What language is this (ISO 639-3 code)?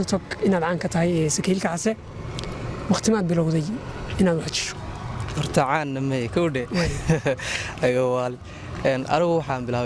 som